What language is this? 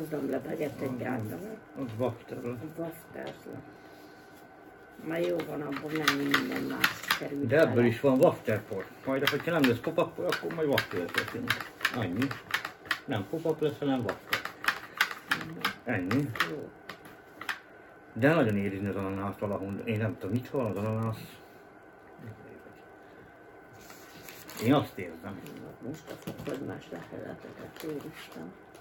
Hungarian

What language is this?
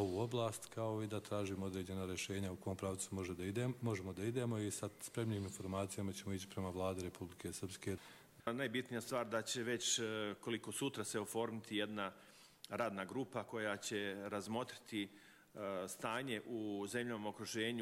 Croatian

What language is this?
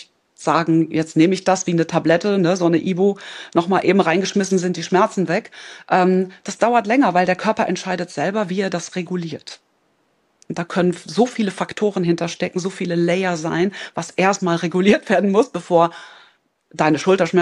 German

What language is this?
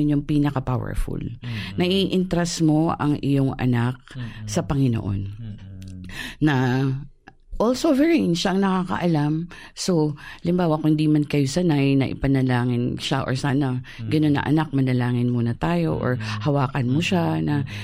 Filipino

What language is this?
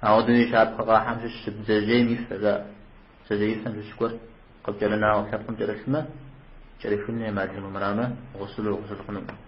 Kabardian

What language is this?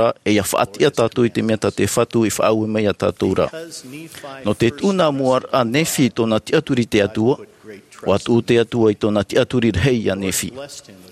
Tahitian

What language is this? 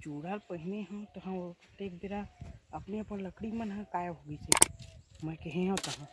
Chhattisgarhi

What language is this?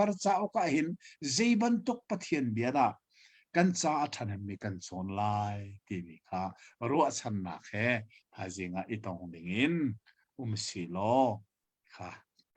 Hakha Chin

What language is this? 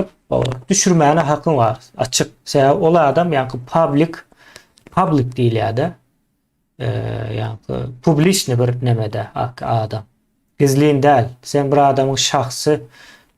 Turkmen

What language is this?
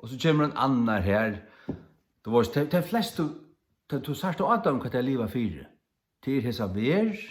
Faroese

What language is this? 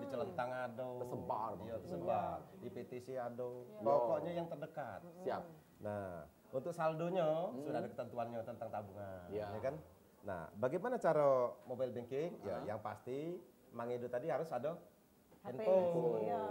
Musi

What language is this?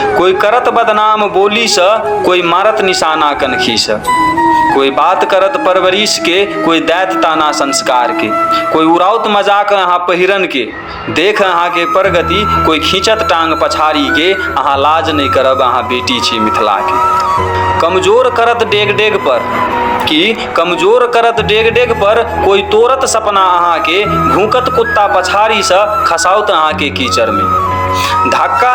Maithili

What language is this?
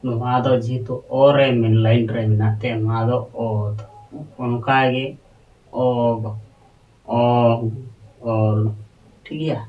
Santali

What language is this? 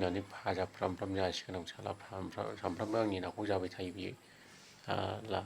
Bodo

